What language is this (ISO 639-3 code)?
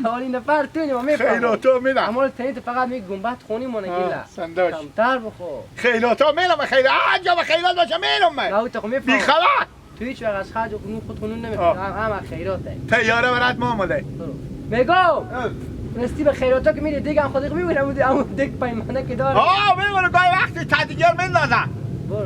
haz